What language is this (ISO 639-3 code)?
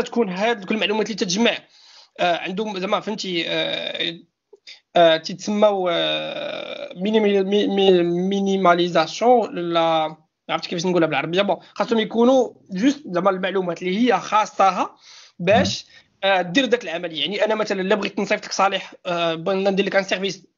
ary